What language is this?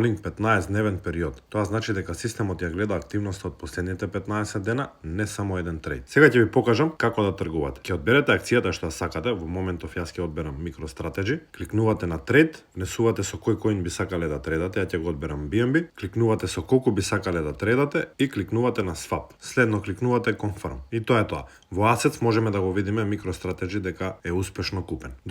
Macedonian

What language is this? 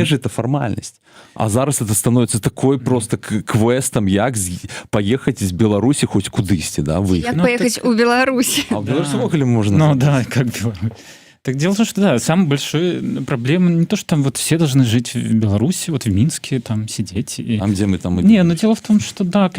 Belarusian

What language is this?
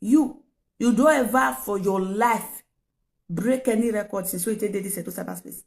Nigerian Pidgin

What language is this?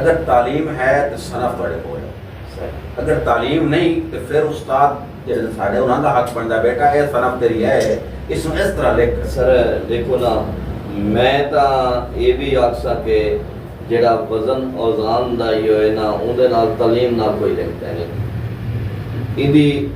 Saraiki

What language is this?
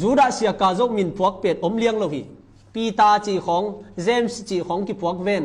Tedim Chin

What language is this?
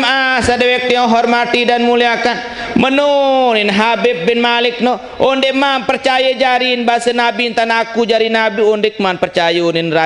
Sasak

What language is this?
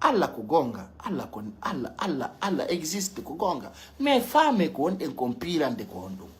Pular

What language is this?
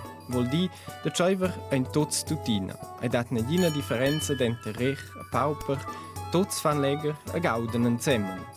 Romansh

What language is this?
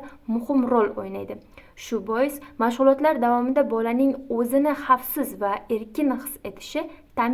Uzbek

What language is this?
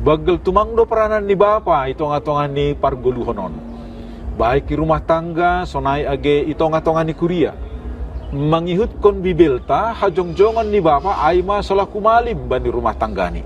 Batak Simalungun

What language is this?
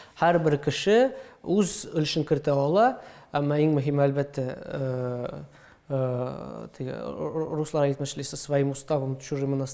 Tatar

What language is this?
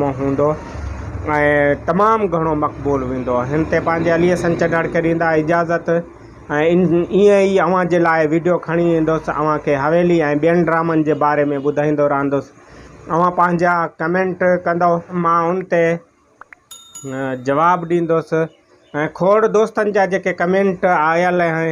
Sindhi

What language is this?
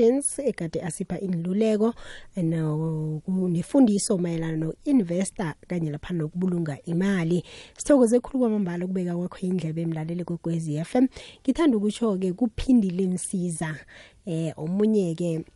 South Ndebele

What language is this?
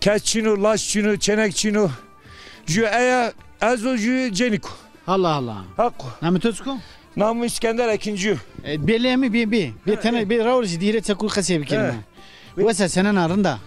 Zaza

